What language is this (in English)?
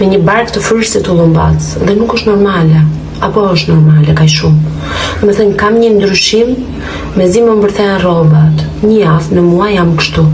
Albanian